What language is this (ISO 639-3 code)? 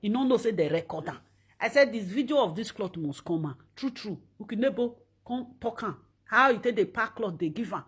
pcm